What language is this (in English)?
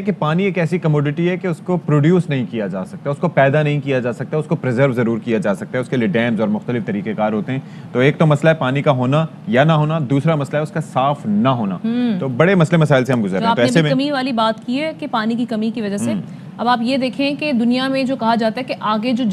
Urdu